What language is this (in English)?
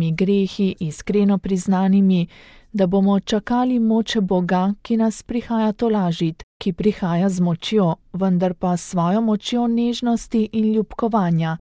Slovenian